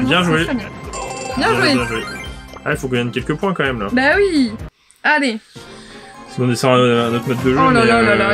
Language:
French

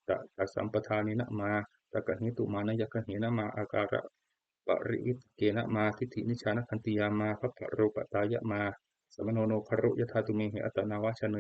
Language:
Pali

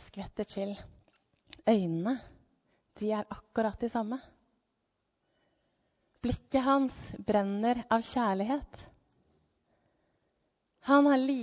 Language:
Norwegian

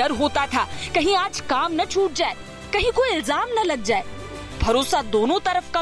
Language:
Hindi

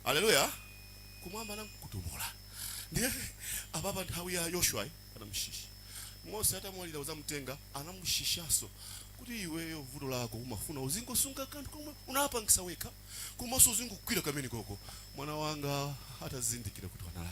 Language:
Nyanja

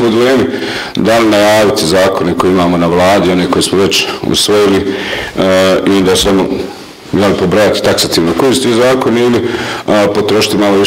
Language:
Bosnian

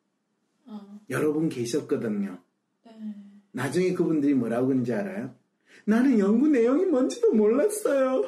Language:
Korean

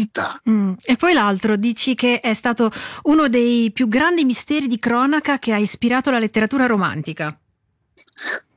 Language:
Italian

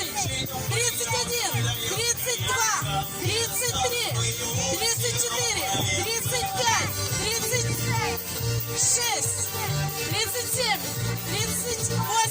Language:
Tajik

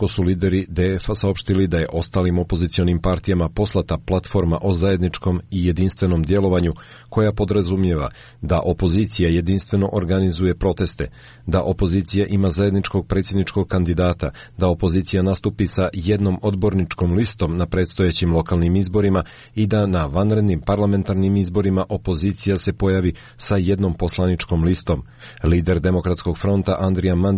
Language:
Croatian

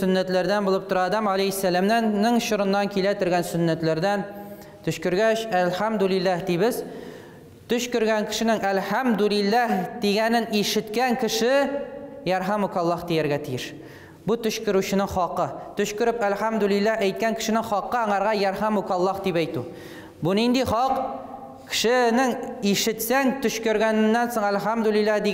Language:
Tatar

